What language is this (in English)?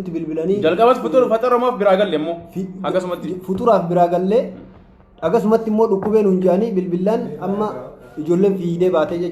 Oromo